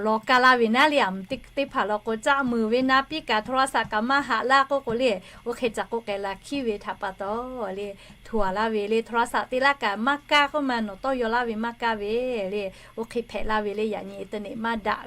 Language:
Lahu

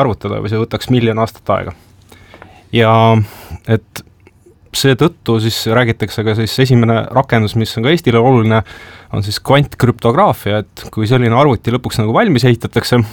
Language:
Estonian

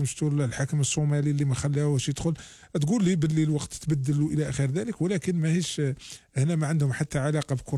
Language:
Algerian Arabic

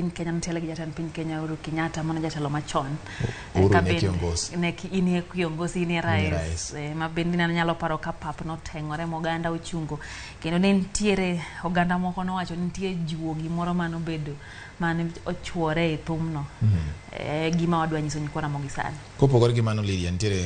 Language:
Luo (Kenya and Tanzania)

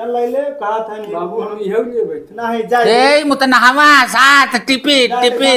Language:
Awadhi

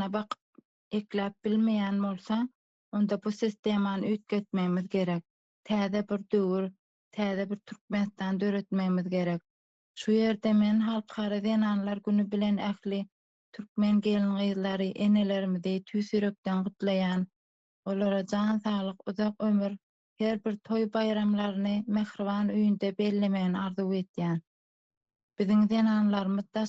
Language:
Turkmen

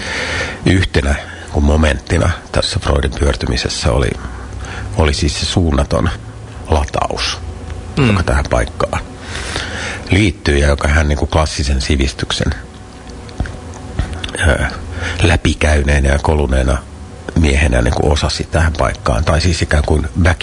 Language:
Finnish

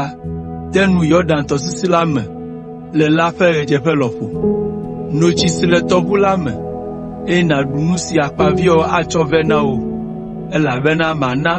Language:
Ewe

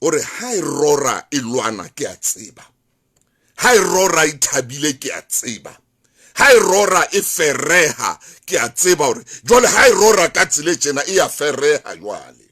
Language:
Southern Sotho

